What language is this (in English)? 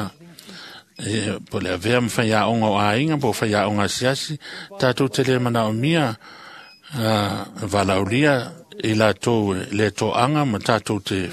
Samoan